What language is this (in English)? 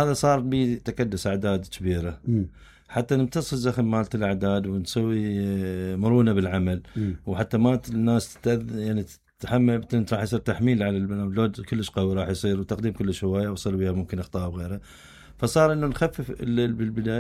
Mesopotamian Arabic